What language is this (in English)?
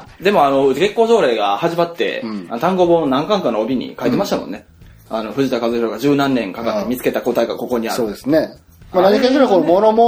Japanese